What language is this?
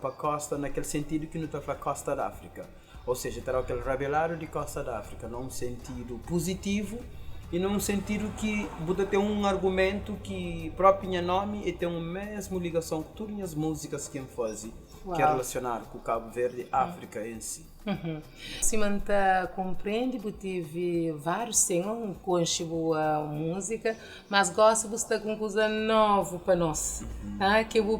Kabuverdianu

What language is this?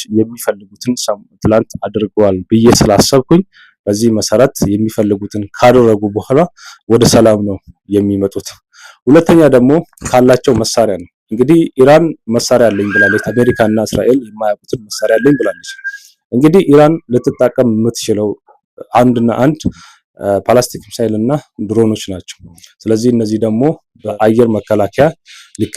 Amharic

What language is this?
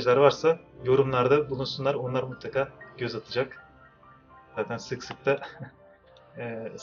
Turkish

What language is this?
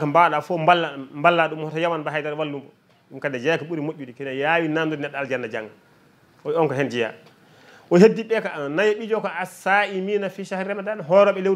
Fula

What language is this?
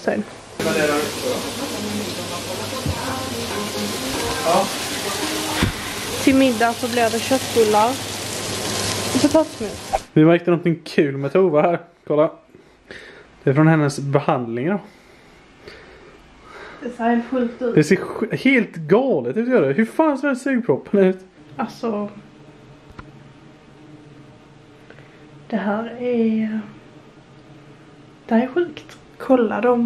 Swedish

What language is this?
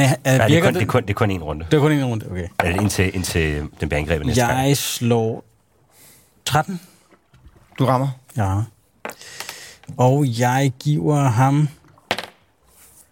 Danish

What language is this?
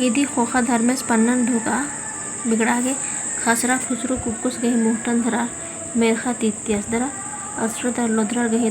Kurukh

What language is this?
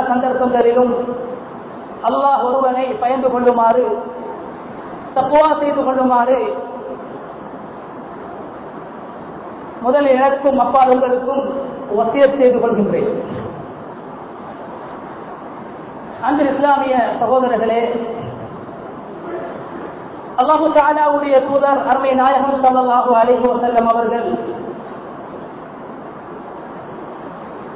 Tamil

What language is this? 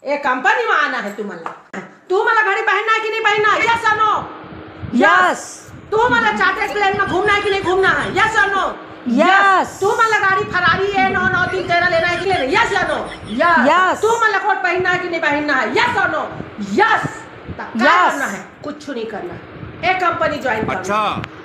Chhattisgarhi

